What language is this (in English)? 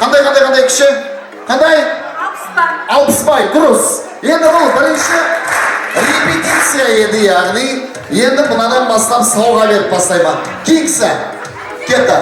Kara-Kalpak